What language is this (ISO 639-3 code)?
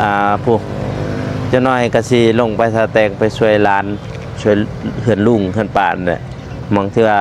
lao